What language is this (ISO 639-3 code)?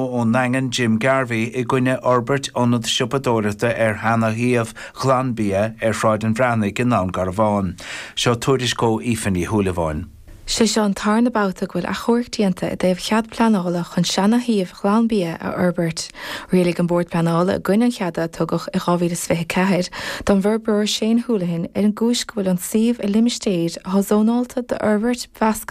gle